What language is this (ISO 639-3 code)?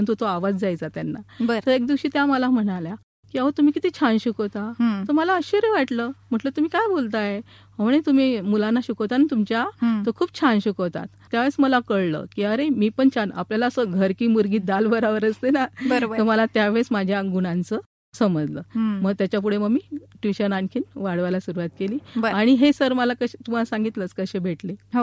mar